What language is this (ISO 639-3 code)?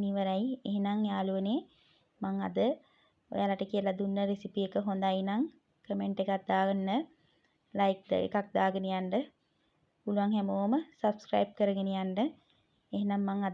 sin